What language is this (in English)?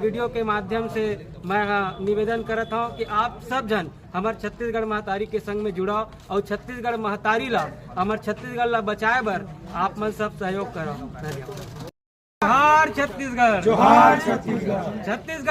Chhattisgarhi